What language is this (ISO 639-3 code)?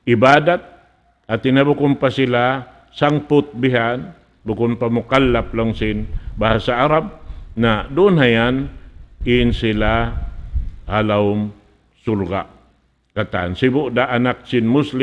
tsg